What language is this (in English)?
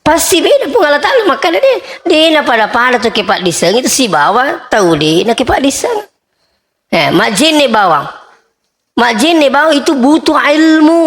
Buginese